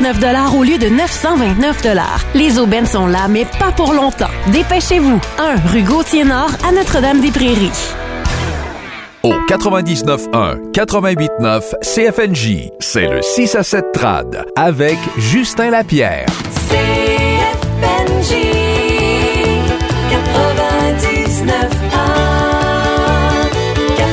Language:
French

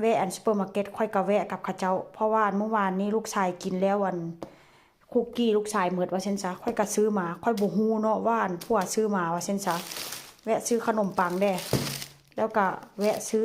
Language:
Northeastern Thai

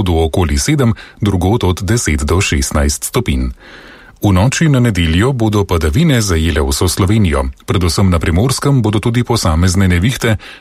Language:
Slovenian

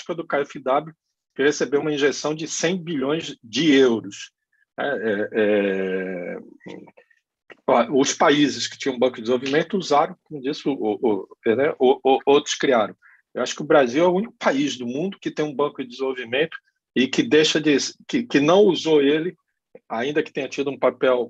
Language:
Portuguese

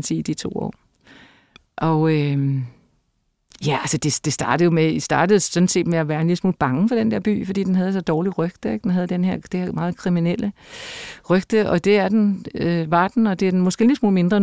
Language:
Danish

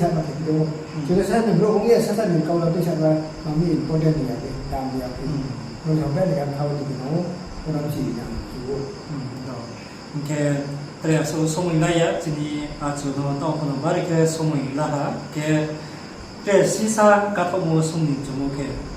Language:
Riang (India)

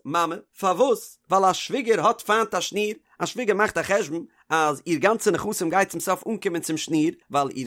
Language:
Yiddish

